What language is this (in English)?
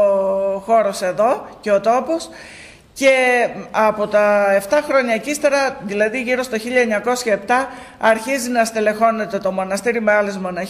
Greek